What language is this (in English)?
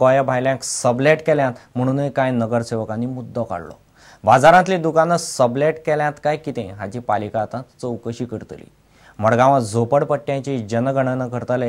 Konkani